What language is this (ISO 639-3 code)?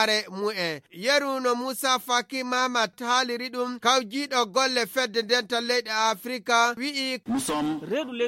ful